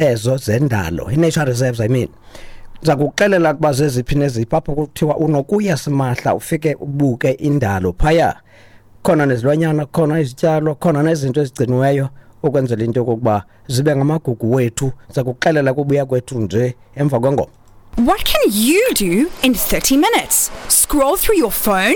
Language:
Xhosa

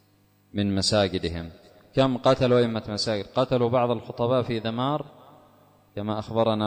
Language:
Arabic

